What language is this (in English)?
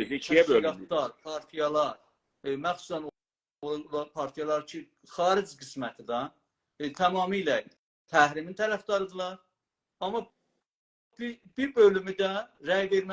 South Azerbaijani